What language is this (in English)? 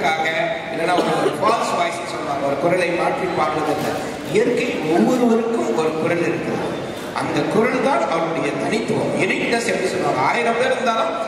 Tamil